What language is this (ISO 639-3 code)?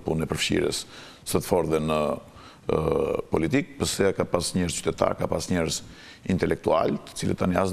sqi